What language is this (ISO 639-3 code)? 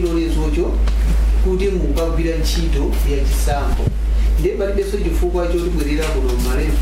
nya